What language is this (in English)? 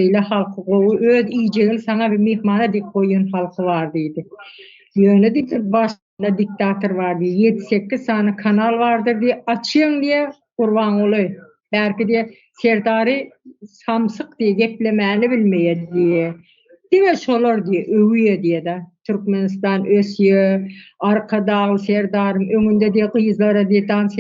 Turkmen